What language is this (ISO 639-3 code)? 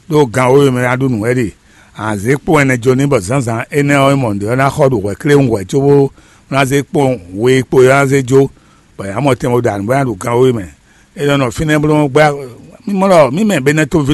fon